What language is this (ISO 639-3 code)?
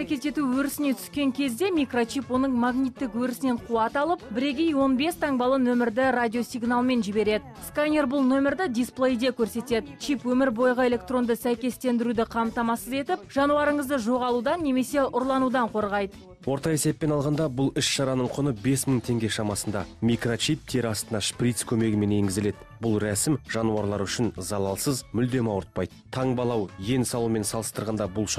kaz